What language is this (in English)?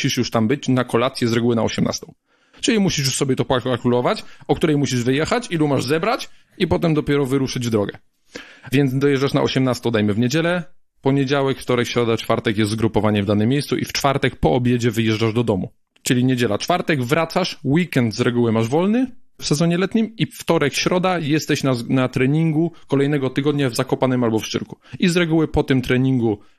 Polish